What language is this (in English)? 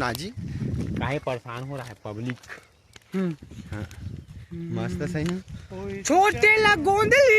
Chhattisgarhi